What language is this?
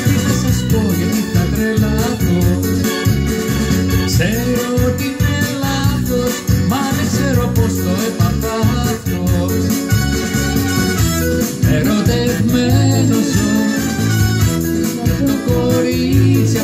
Greek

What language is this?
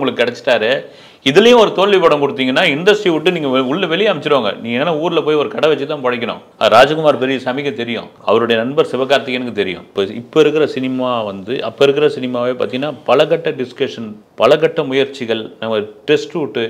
Tamil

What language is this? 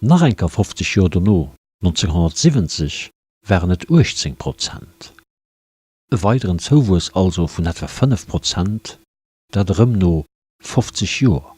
Luxembourgish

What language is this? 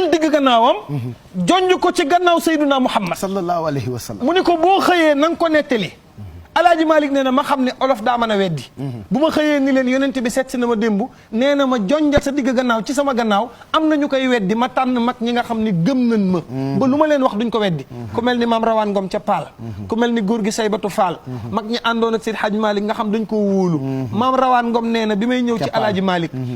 Wolof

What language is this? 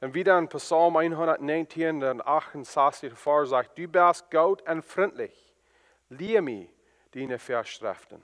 Plautdietsch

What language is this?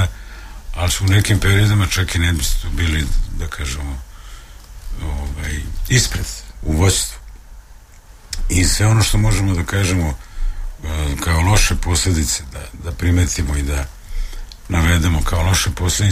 Serbian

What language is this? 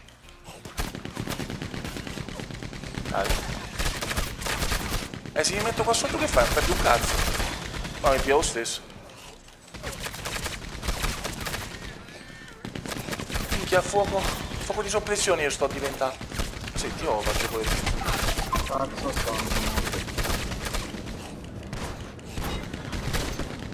Italian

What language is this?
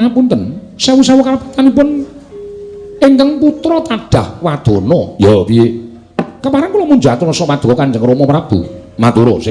Javanese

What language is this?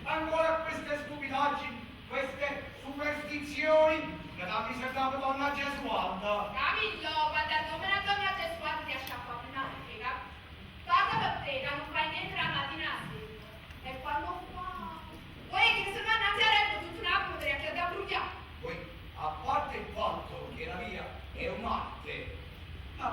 Neapolitan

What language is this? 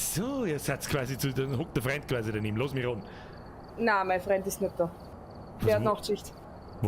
Bavarian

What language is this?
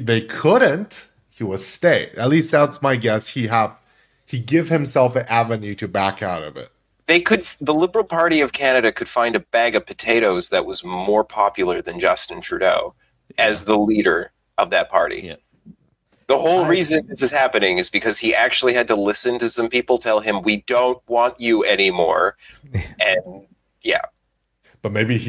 English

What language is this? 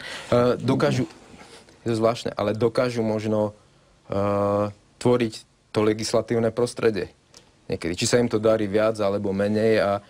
Slovak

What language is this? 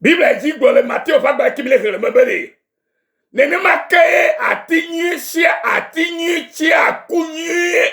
Ewe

